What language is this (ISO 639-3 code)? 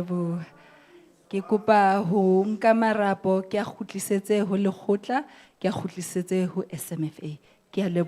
sot